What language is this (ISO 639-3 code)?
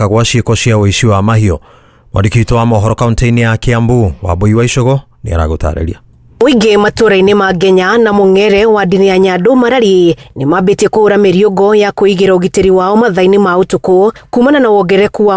kik